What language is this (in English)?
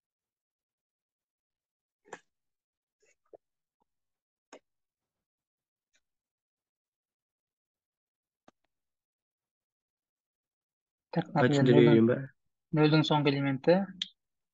Kazakh